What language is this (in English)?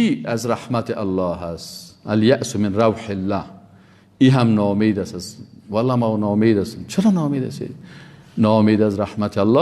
Persian